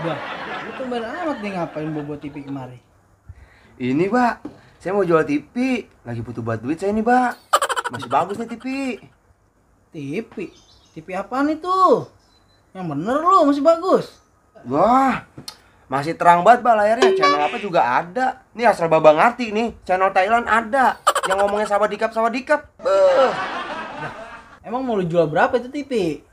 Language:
Betawi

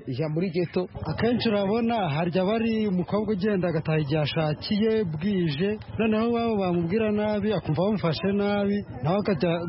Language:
Kinyarwanda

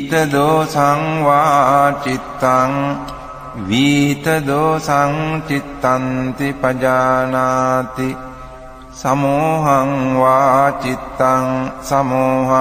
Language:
Pali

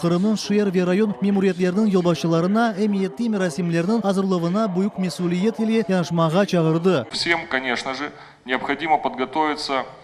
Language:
Crimean Tatar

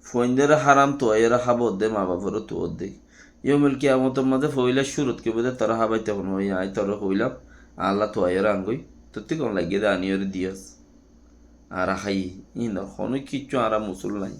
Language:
Rohingya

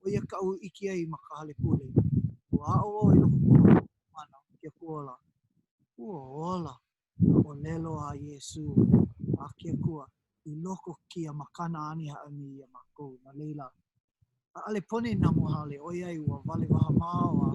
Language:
Hawaiian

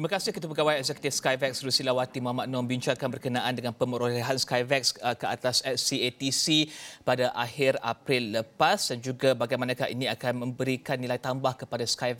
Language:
Malay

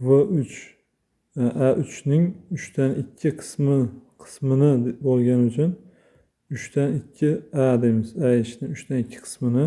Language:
Uzbek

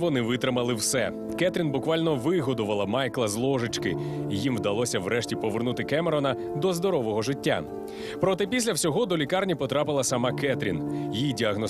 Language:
Ukrainian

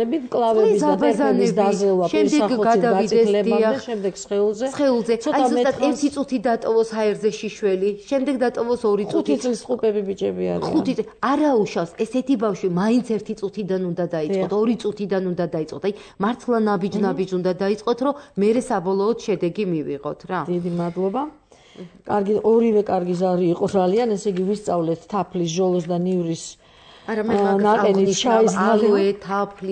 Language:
Georgian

